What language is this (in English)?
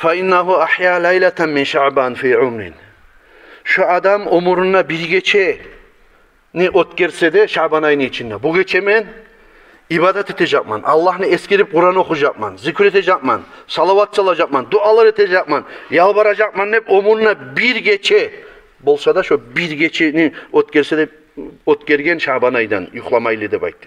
Kumyk